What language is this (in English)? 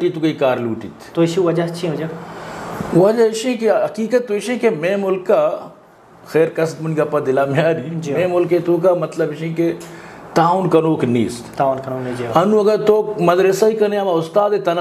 Eastern Balochi